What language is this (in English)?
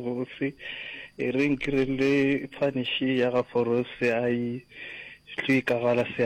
Northern Sotho